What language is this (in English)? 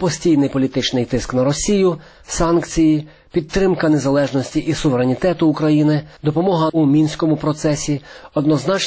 Ukrainian